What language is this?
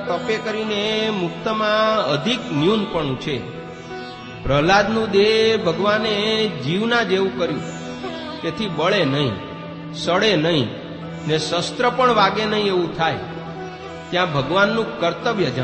Gujarati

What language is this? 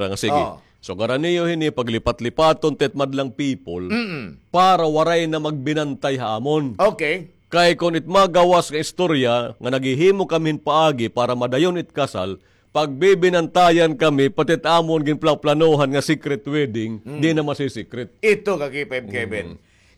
Waray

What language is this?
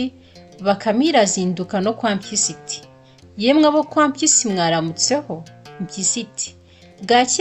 Kinyarwanda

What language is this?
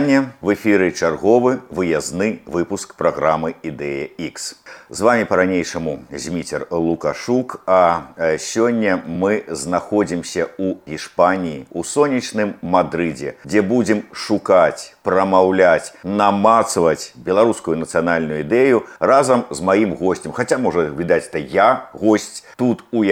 Belarusian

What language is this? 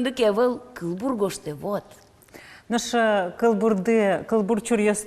Udmurt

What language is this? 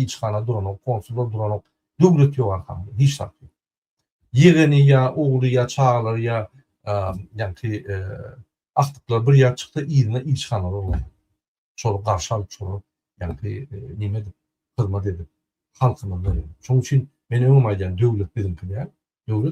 Turkmen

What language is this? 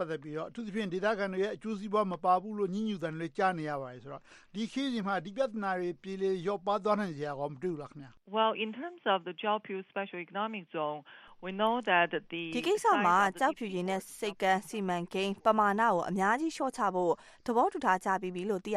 Burmese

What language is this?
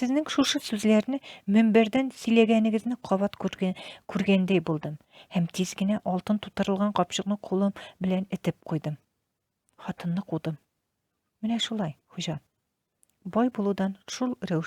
Tatar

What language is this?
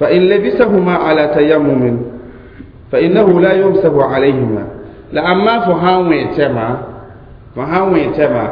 Mossi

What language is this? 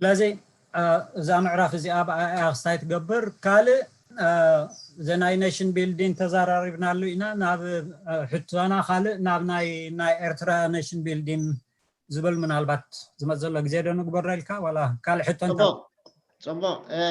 Tigrinya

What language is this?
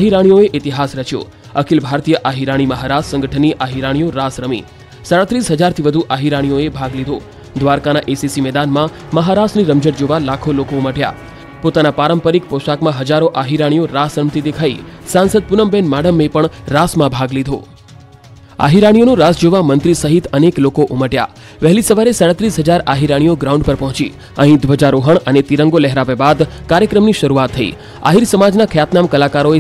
Gujarati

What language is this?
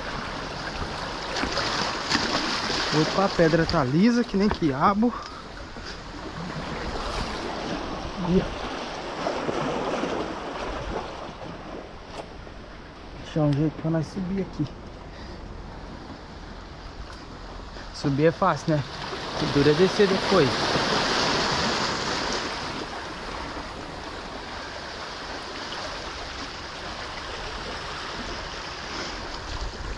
Portuguese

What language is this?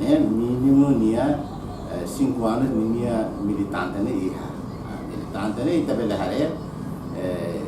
Tetum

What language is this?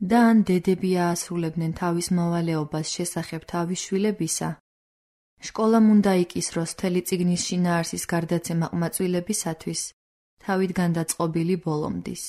Georgian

